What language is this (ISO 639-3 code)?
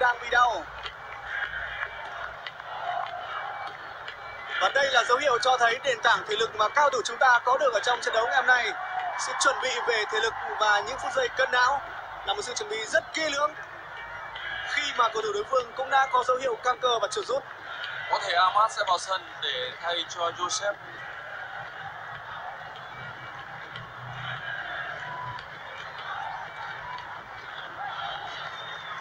vie